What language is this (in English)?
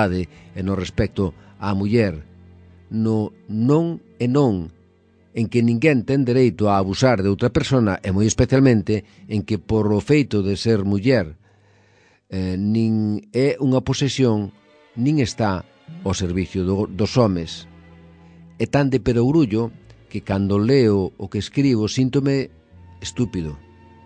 Galician